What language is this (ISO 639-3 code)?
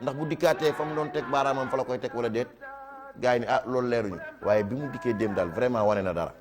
wol